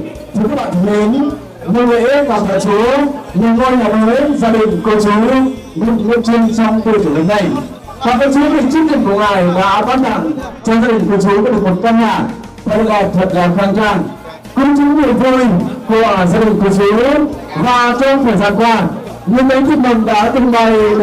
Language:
Central Mnong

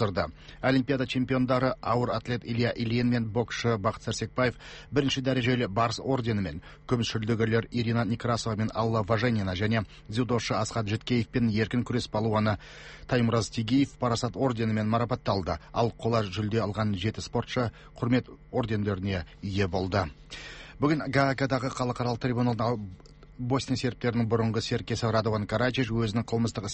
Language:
Kazakh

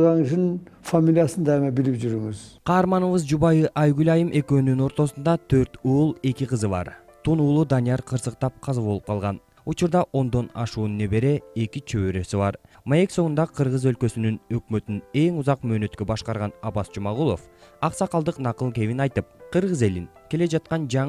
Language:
Kyrgyz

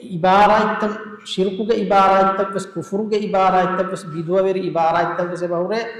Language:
Divehi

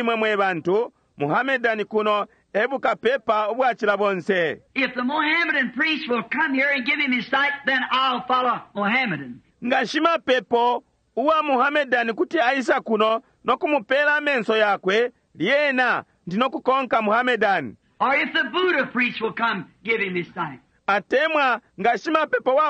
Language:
Bemba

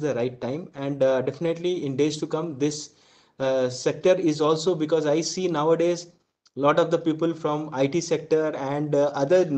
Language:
English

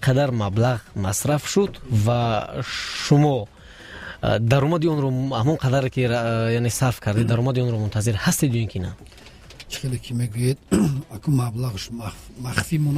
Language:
Tajik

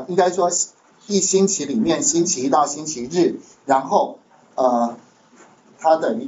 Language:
Chinese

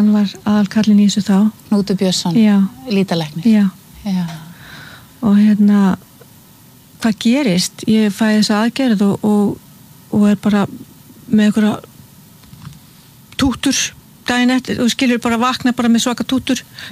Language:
Icelandic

